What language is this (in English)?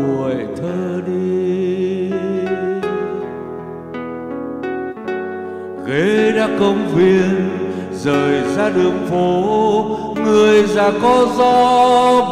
Vietnamese